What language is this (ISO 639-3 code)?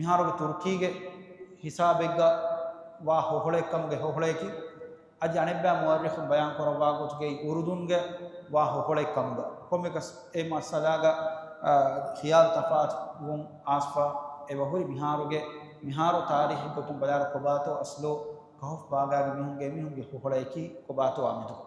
div